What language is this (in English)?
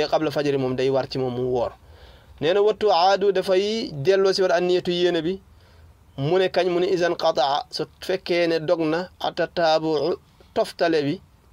Wolof